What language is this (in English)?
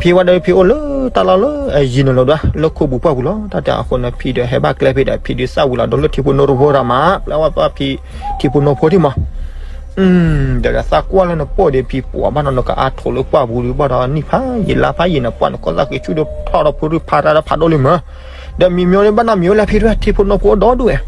S'gaw Karen